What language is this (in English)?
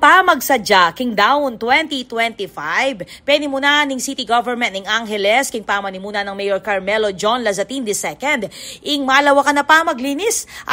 Pampanga